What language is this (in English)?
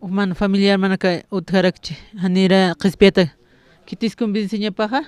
Aymara